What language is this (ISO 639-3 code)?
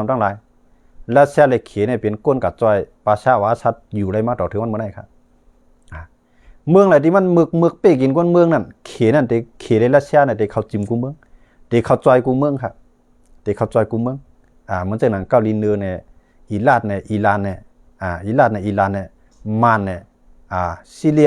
shn